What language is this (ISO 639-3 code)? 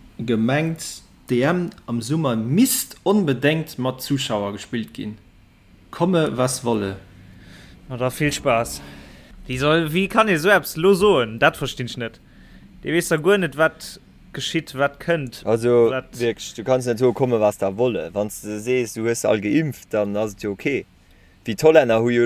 ltz